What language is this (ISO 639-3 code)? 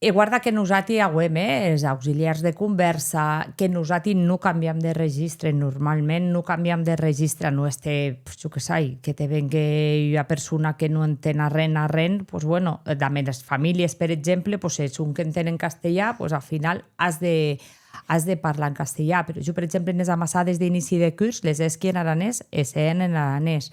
oci